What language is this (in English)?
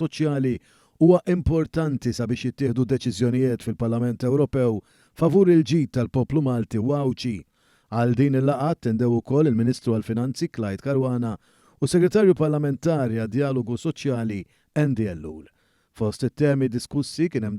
Maltese